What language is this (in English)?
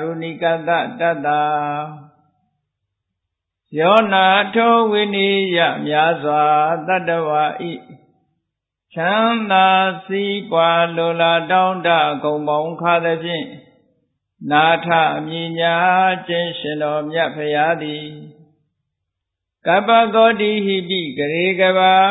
Burmese